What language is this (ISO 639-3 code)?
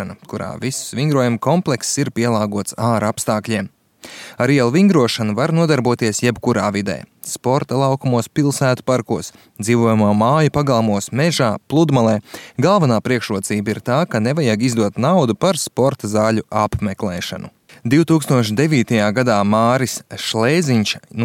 lav